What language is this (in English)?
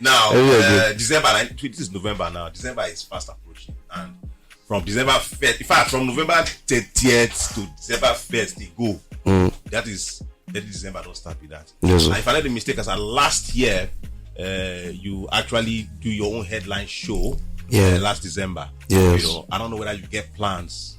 Nigerian Pidgin